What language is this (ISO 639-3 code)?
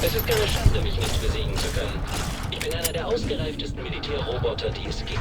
bar